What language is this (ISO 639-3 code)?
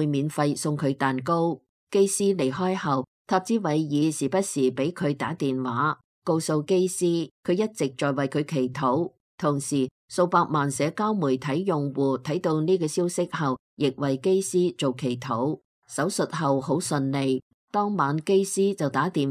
yue